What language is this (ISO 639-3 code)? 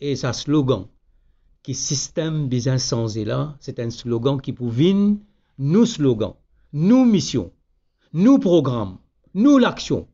mfe